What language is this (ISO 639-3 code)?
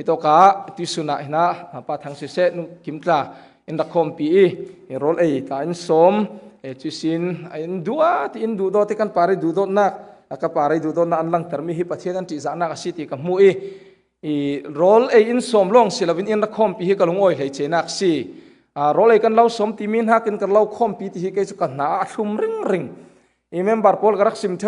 cfm